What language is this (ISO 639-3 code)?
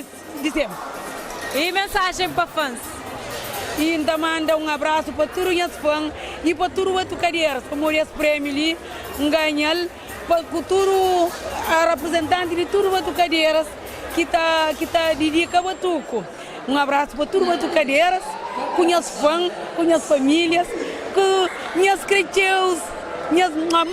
kea